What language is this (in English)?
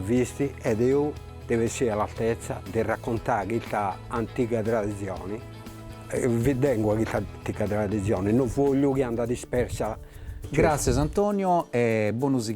Sardinian